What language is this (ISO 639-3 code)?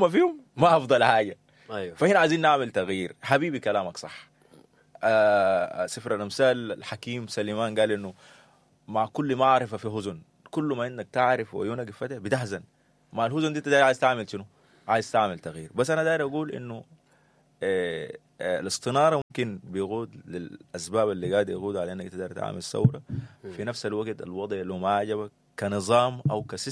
apd